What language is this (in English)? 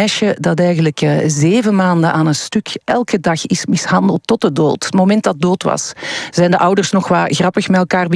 Dutch